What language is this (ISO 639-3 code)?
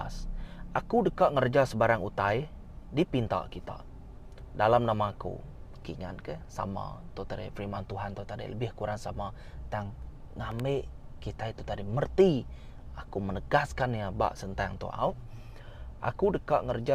iba